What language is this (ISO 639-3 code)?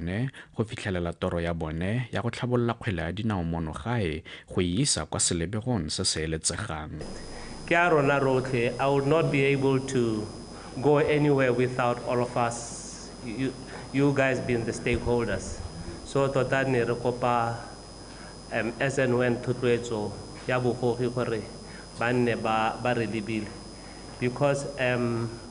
tsn